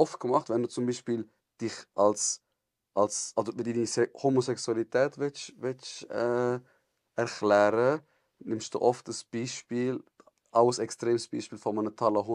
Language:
Swiss German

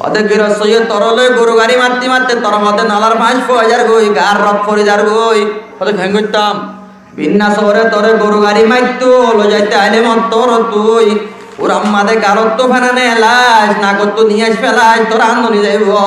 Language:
Rohingya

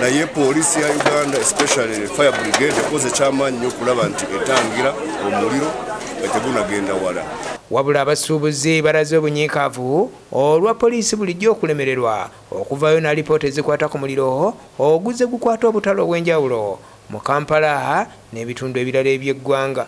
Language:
Ganda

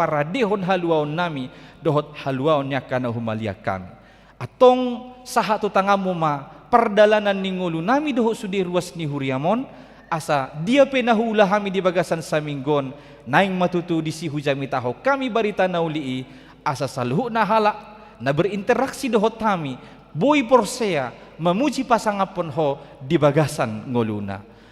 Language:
Batak Toba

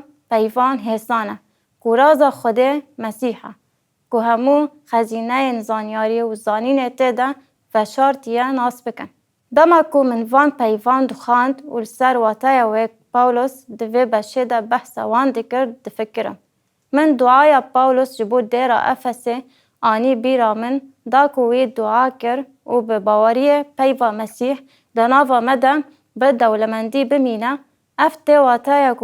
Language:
Kurdish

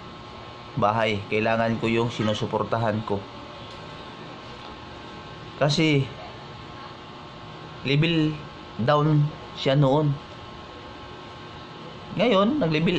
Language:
Filipino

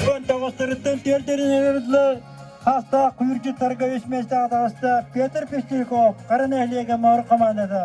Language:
Yakut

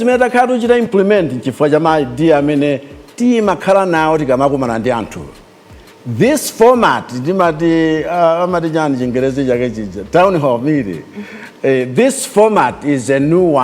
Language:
Nyanja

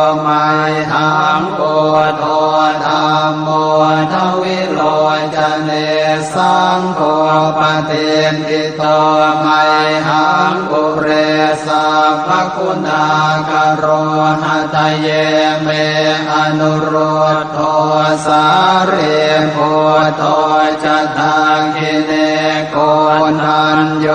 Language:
Pali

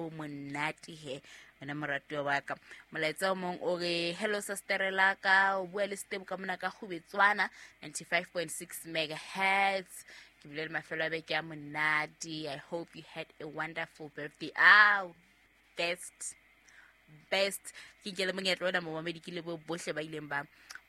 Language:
Southern Sotho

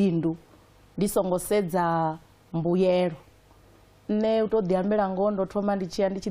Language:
Venda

